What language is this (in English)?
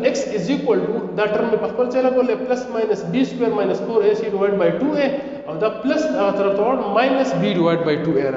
Pashto